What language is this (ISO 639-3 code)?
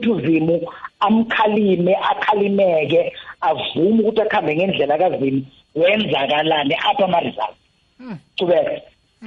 nbl